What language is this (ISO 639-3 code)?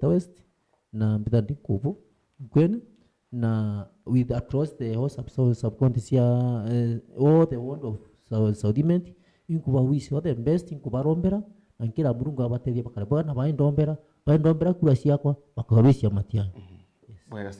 mer